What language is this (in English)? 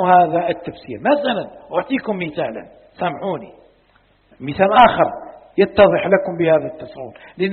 Arabic